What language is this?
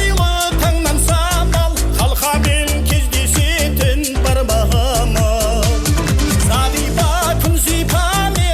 Kara-Kalpak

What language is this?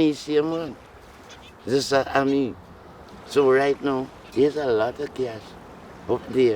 Jamaican Creole English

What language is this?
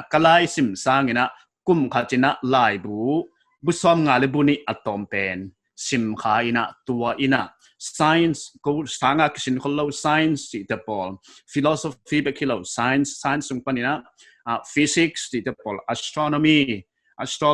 Paite Chin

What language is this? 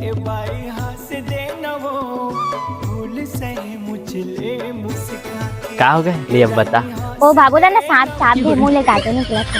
Chhattisgarhi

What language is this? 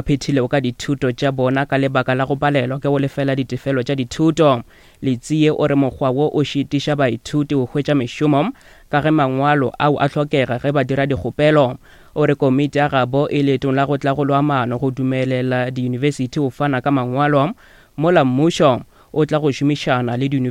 Northern Sotho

